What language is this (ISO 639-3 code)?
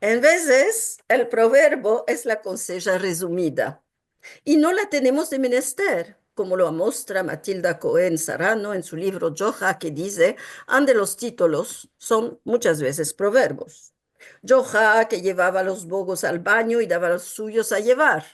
lad